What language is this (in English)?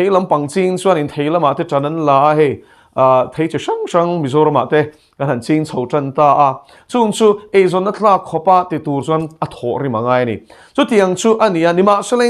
Mizo